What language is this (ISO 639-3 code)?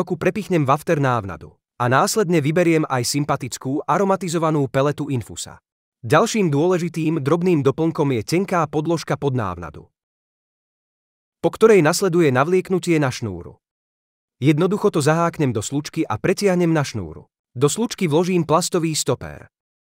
slk